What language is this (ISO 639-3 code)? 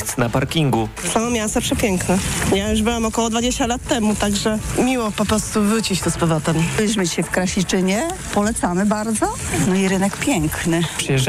pol